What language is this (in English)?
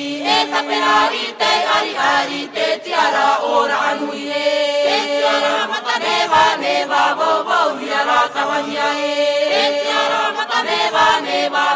Tahitian